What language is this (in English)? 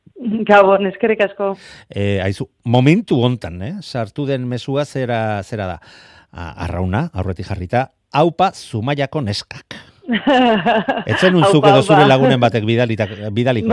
Basque